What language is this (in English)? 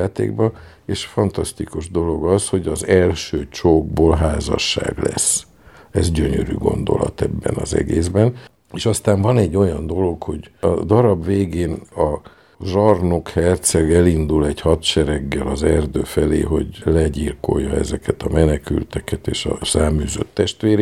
Hungarian